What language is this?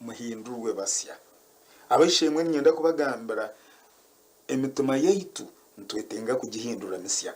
Nyankole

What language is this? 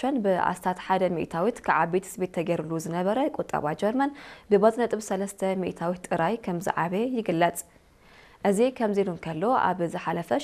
Tigrinya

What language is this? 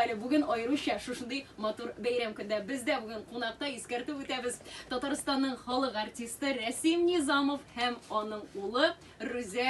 Tatar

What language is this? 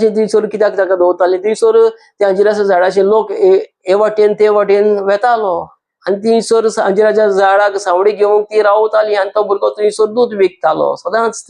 Konkani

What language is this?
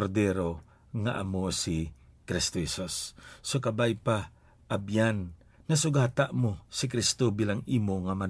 Hiligaynon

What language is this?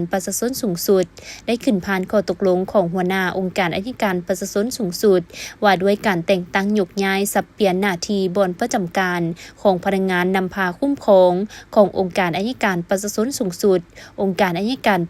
Lao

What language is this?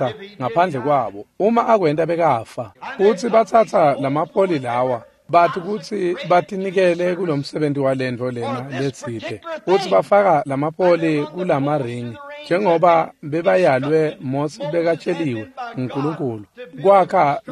Swati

